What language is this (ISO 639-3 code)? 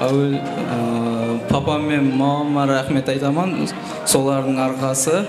kaa